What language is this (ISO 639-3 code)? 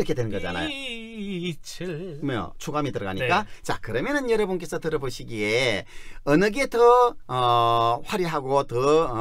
kor